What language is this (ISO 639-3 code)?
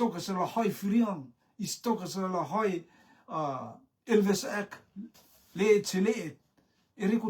rtm